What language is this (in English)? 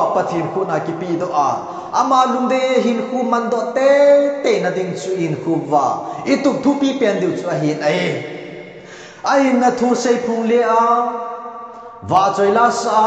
Thado Chin